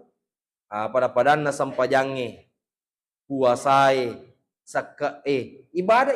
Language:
Buginese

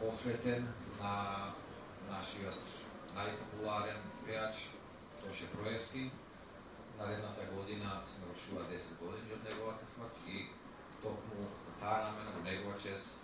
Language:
Macedonian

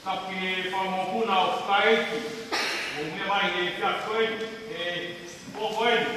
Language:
Tongan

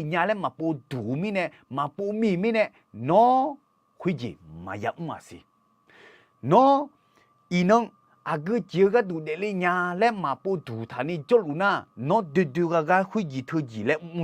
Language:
Akha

